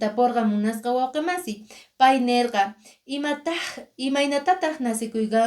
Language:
Quechua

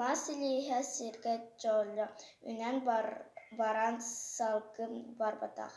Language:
Yakut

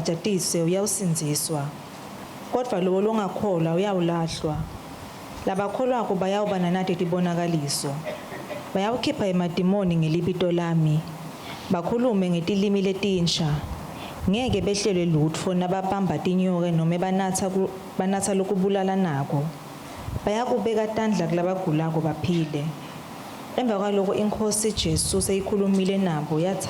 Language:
Swati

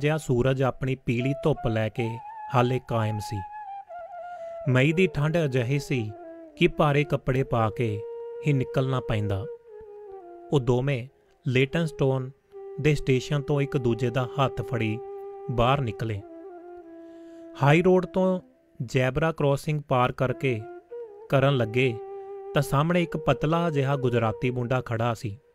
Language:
Punjabi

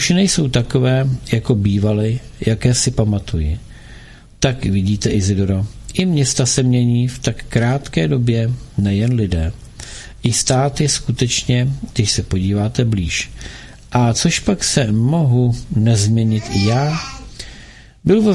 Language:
Czech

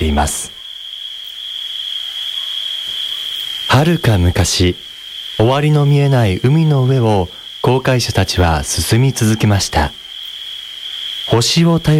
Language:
Japanese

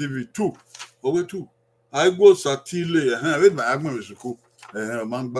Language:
Bini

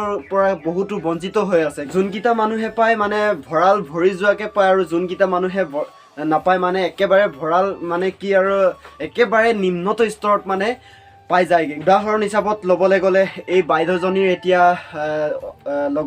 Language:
Assamese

